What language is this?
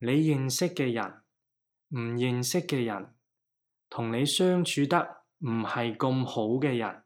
Cantonese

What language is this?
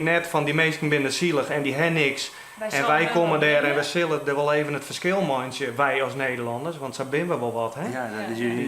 Western Frisian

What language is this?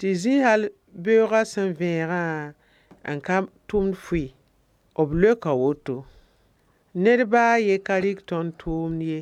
Mossi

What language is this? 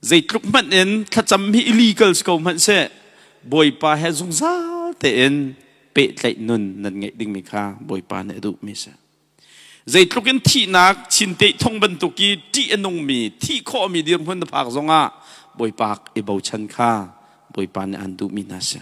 Hakha Chin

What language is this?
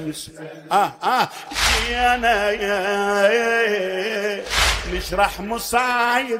Mesopotamian Arabic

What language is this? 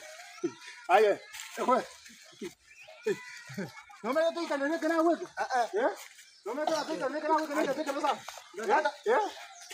Swahili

